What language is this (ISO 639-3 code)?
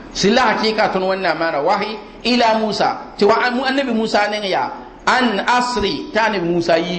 mos